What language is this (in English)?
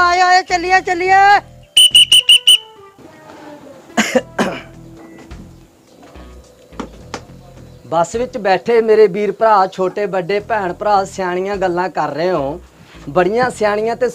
Punjabi